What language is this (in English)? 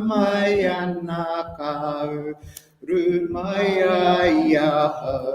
Māori